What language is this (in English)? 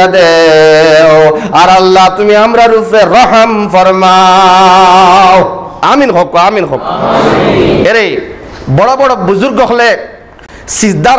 Sylheti